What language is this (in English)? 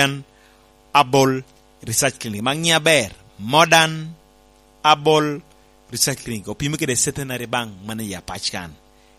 Lango (Uganda)